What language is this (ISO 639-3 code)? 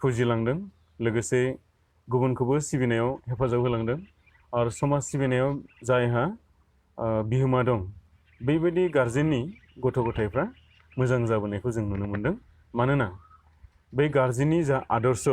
brx